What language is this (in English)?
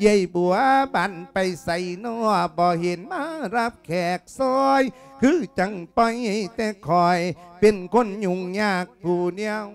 Lao